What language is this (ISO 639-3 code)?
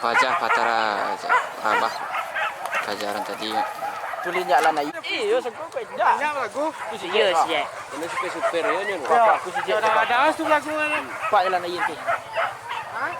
min